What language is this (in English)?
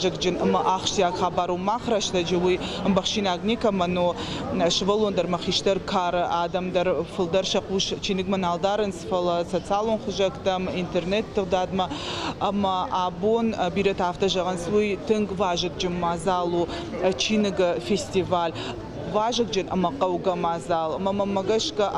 Ossetic